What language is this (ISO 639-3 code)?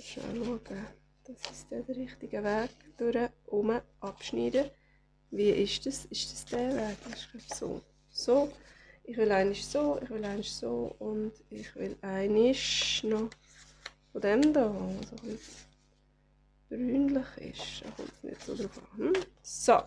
gsw